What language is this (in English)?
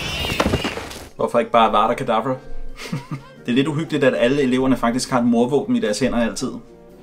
Danish